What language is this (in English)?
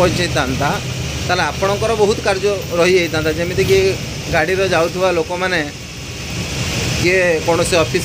Odia